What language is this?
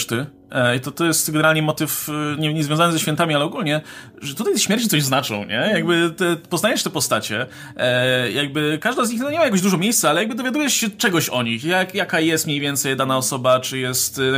Polish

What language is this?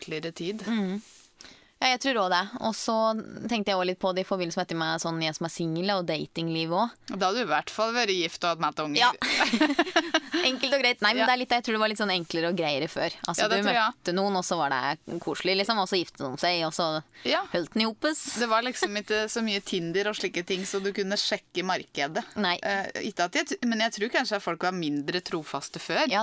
Norwegian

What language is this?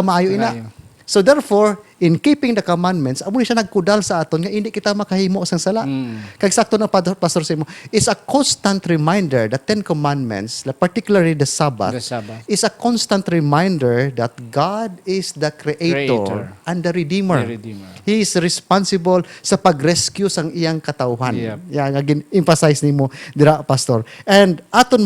Hiligaynon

